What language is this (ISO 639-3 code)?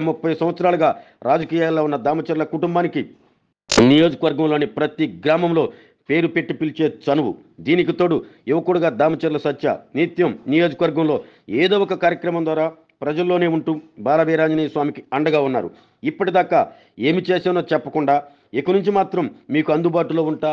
tel